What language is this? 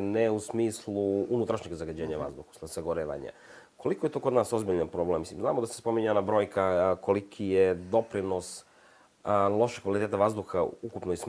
Serbian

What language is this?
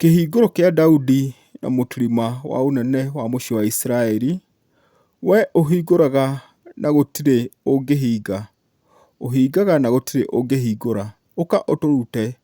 Kikuyu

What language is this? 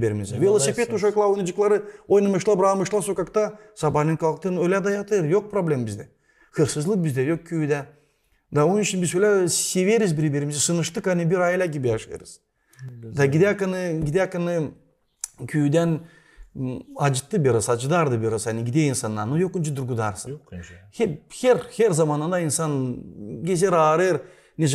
Gagauz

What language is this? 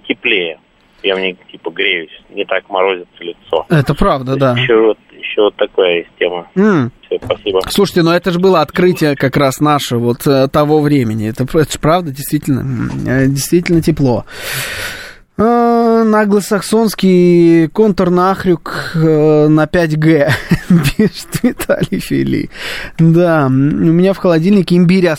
Russian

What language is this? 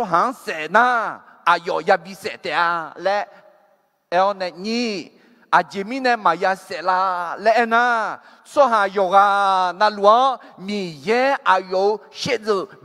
Akha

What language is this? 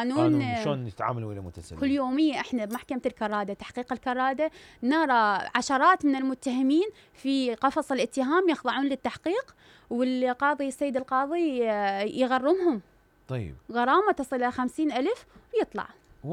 Mesopotamian Arabic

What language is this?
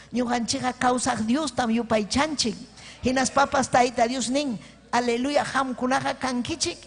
Ayacucho Quechua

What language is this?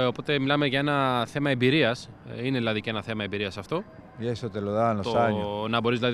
Greek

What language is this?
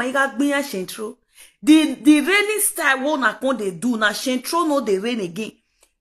Nigerian Pidgin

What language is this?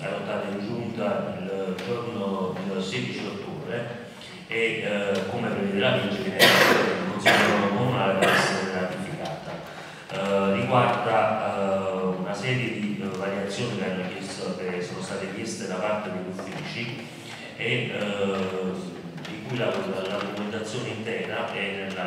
Italian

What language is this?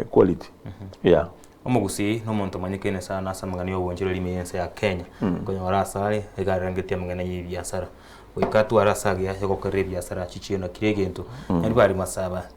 Gusii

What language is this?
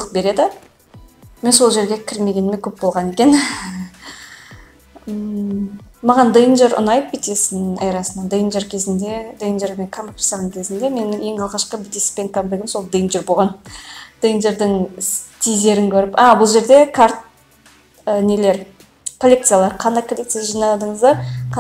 Kazakh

